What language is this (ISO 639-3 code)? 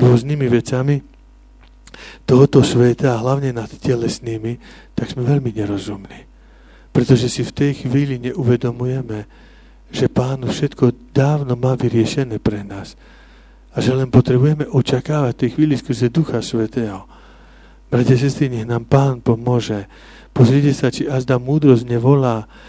slk